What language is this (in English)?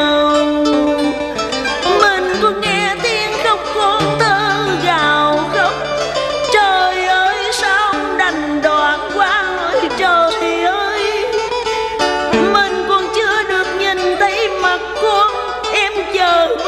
Vietnamese